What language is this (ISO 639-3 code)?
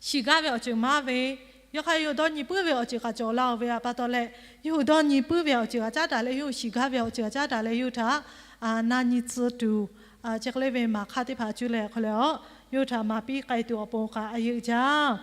lhu